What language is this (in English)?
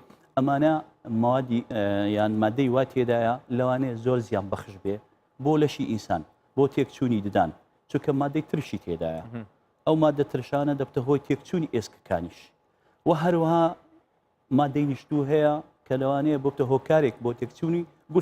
Central Kurdish